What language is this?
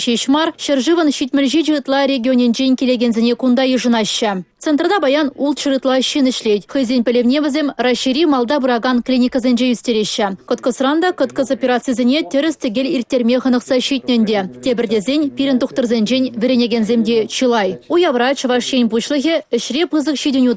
Chuvash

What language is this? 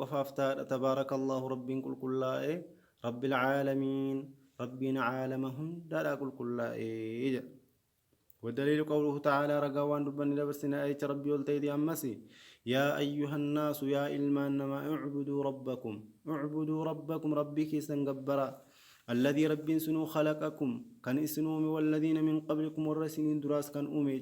Arabic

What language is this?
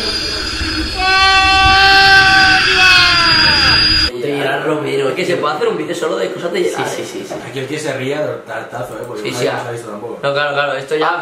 Spanish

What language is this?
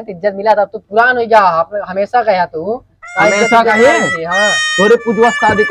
Awadhi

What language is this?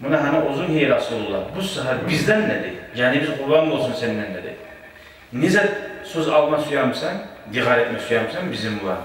Kumyk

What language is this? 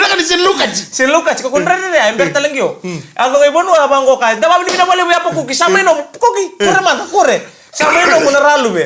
Fijian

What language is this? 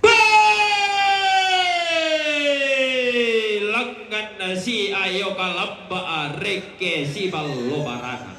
Toraja-Sa'dan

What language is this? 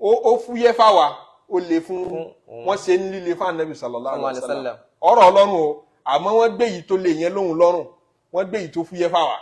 Yoruba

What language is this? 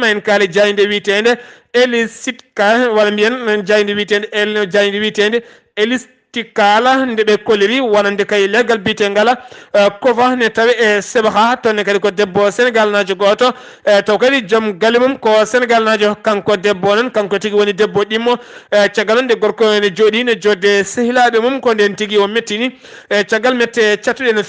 Fula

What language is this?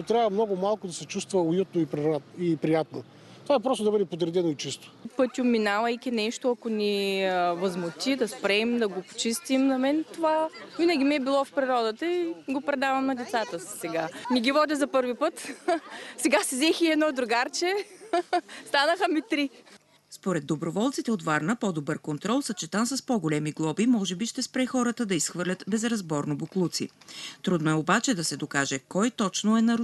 Bulgarian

